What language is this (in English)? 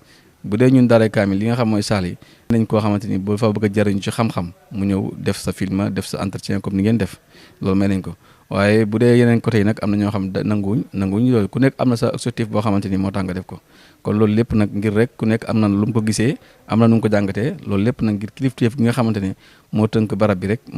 Wolof